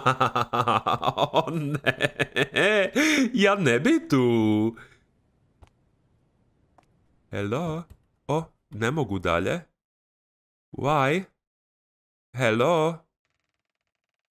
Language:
Croatian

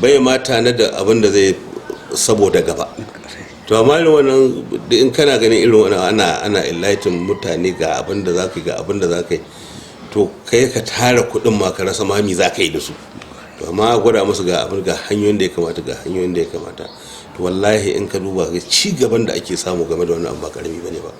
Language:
Hausa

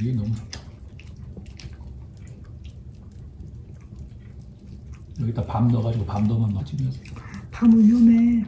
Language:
Korean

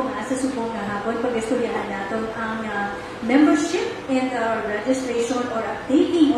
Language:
Hiligaynon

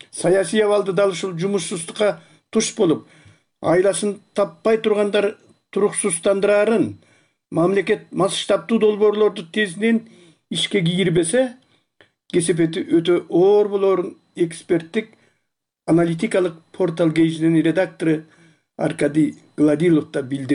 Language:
Kyrgyz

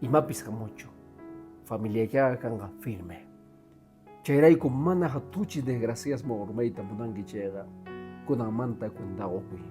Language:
Quechua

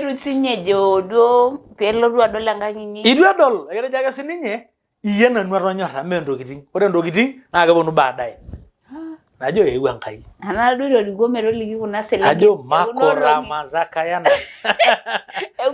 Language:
Masai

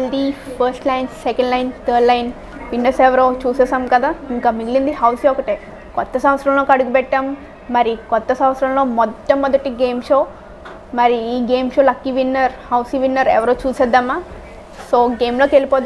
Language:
Telugu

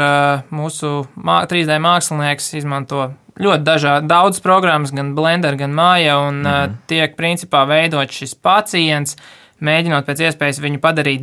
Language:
Latvian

